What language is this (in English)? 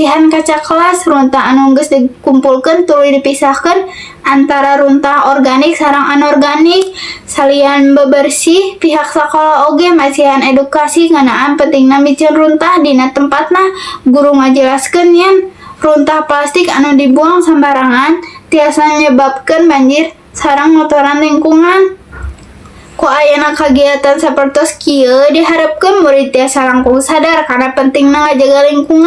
Sundanese